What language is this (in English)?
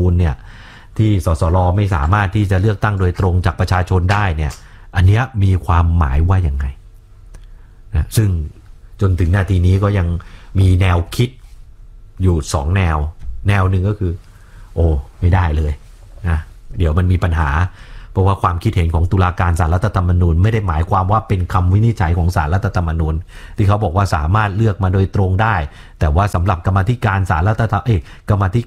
Thai